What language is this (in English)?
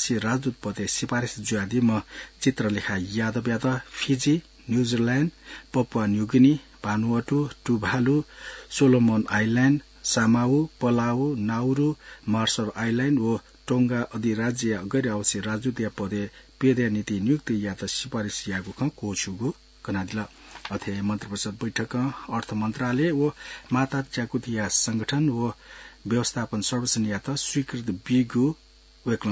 Newari